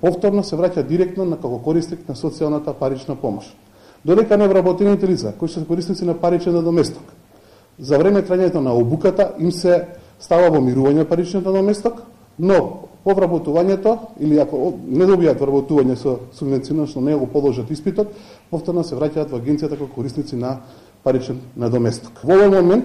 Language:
Macedonian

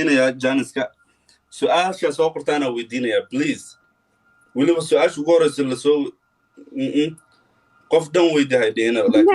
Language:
Somali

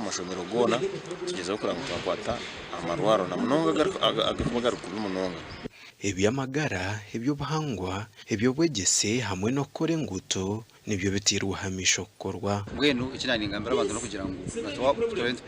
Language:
Nyankole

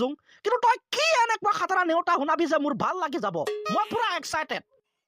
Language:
Assamese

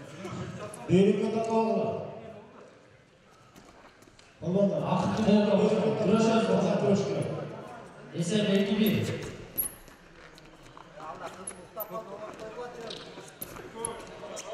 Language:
Kazakh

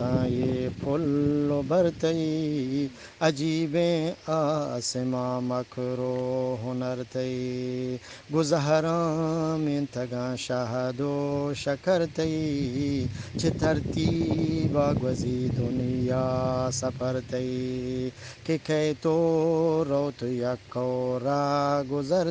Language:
Eastern Balochi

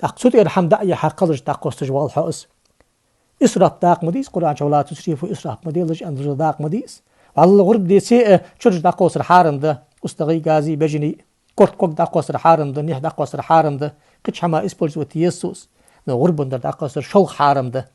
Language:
Ingush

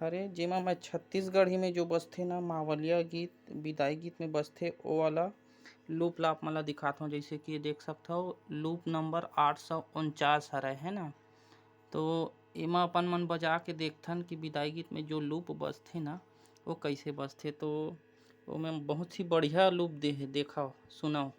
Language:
Chhattisgarhi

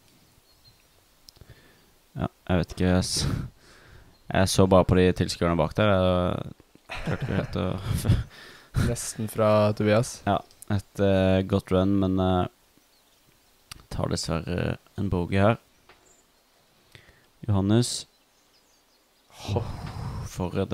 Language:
Norwegian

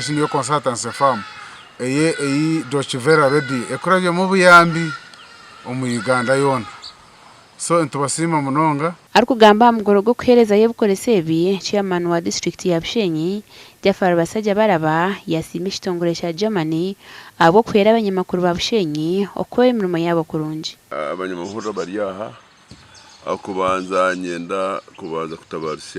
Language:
Nyankole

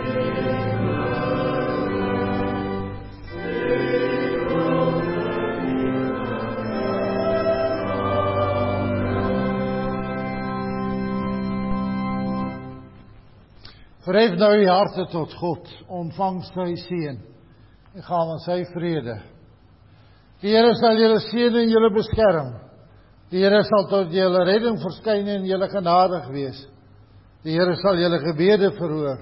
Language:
Afrikaans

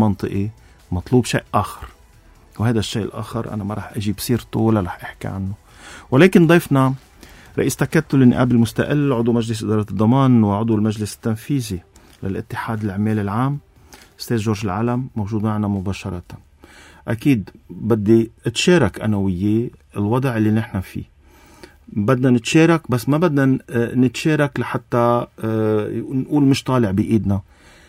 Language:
North Levantine Arabic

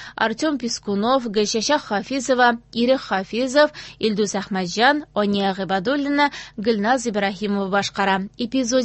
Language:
Tatar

